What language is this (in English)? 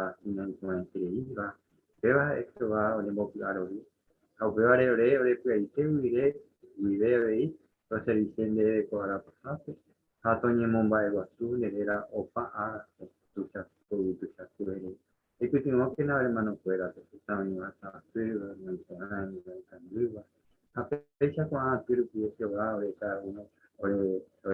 Guarani